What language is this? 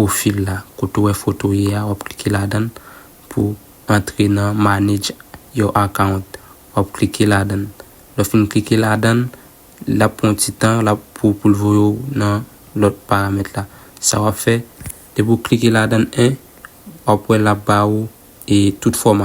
Haitian Creole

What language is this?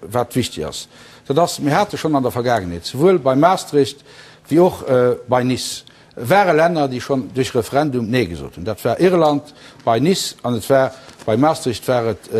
Luxembourgish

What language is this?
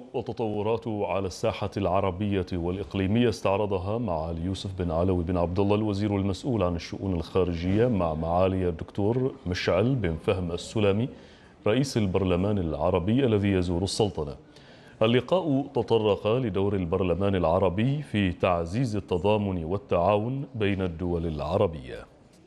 Arabic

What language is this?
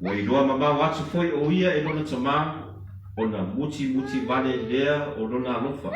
Samoan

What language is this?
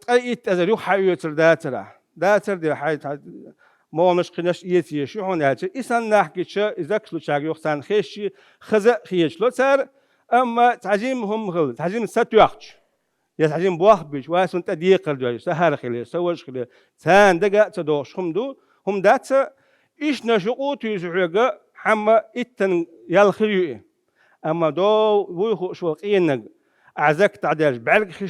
Chechen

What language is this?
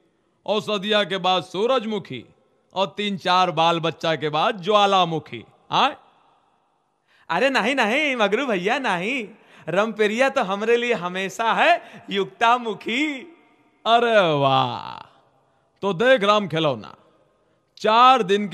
Bhojpuri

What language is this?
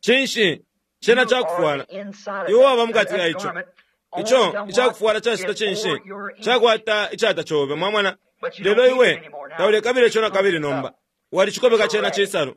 Bemba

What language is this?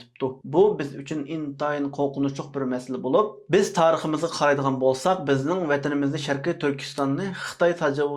Uyghur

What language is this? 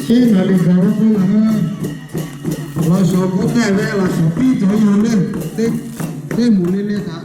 Lahu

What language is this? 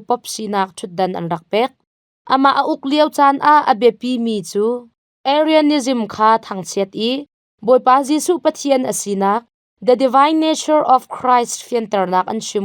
Hakha Chin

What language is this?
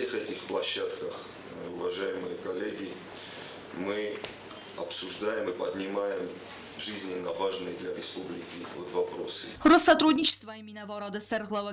Ossetic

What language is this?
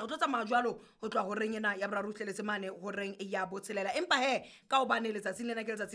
Southern Sotho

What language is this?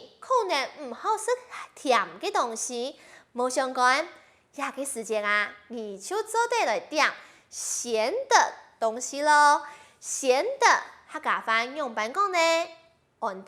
Hakka Chinese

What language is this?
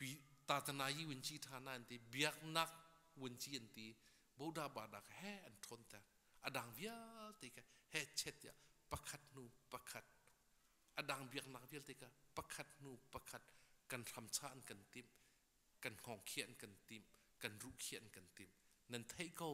Hakha Chin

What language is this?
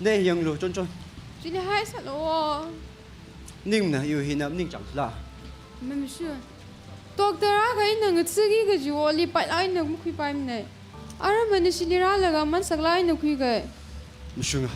Tangkhul Naga (India)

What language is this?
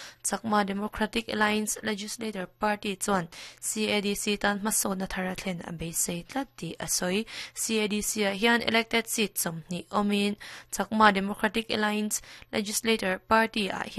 Mizo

